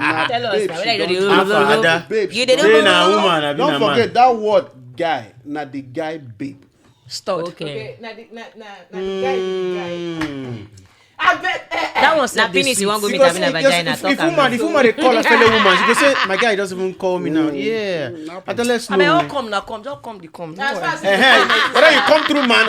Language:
Nigerian Pidgin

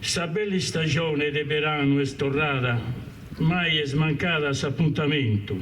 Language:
Sardinian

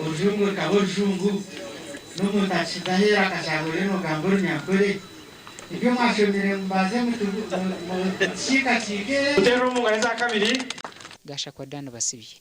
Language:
Nyankole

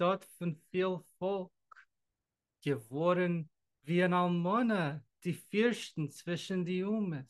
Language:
Yiddish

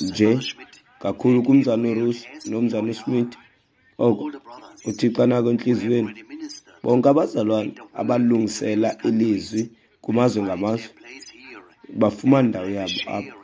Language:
Xhosa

